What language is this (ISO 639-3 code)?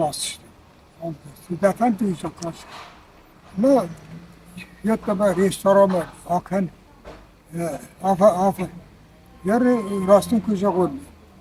oss